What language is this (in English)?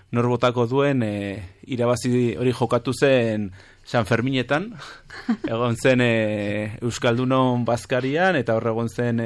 Basque